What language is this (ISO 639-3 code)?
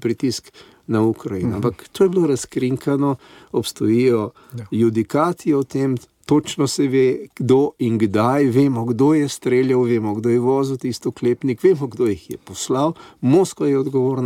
slv